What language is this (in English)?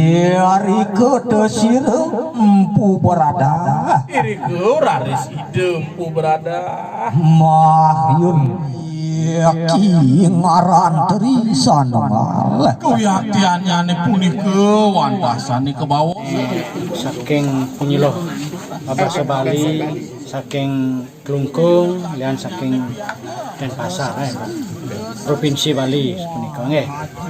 Balinese